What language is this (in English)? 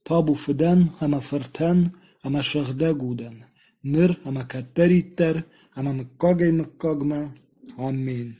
Ossetic